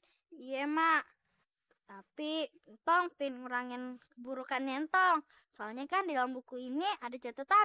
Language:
Betawi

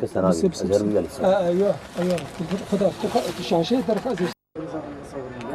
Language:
Kurdish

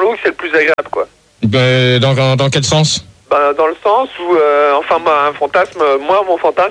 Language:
French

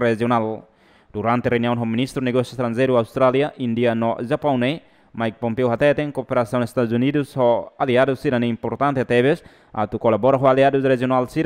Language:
Tetum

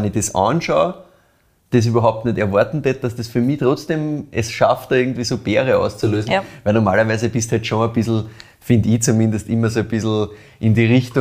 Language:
German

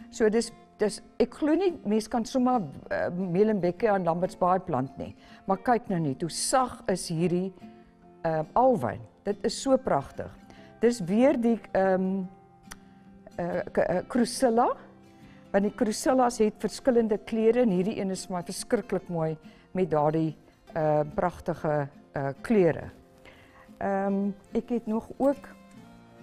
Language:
Afrikaans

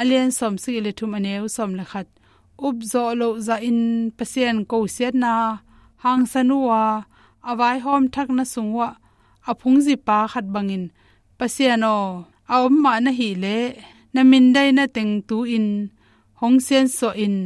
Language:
Tedim Chin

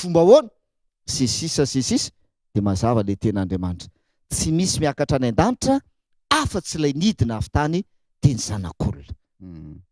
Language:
Malagasy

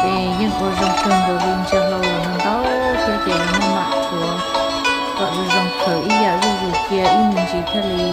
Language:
Hmong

